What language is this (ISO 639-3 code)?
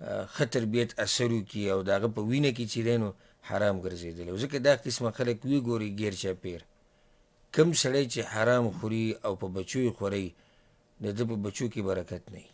pus